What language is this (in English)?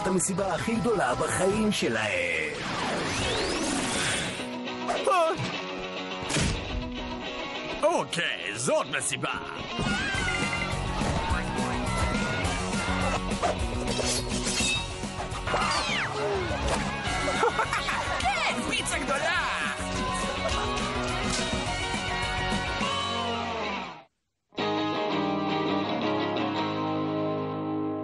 Hebrew